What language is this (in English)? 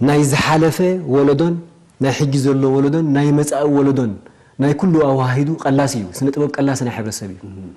Tigrinya